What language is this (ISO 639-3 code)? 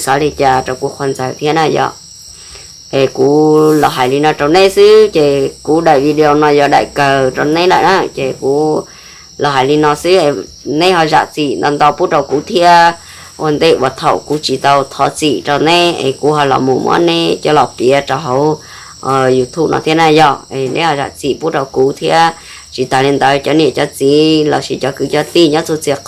hmn